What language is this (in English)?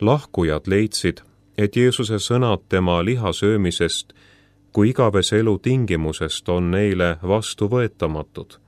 Estonian